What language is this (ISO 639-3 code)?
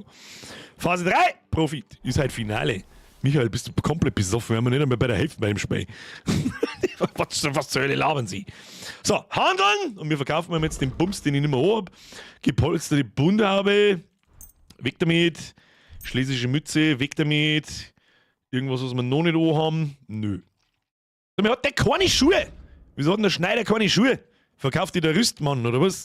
bar